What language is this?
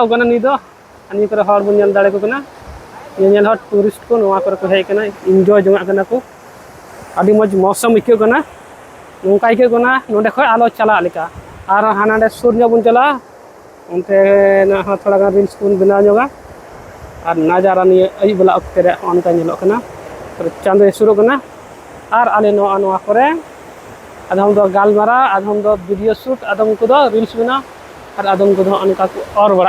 Santali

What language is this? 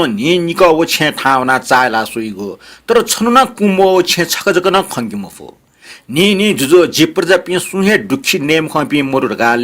Newari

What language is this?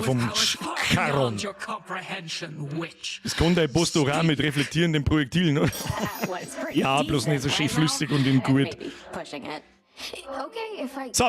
Bavarian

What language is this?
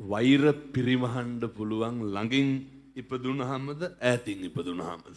Sinhala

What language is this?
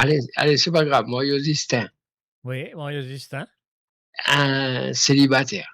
Morisyen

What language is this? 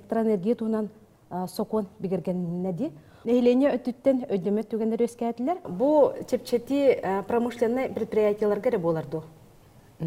Yakut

